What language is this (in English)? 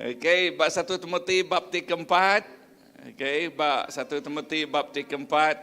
Iban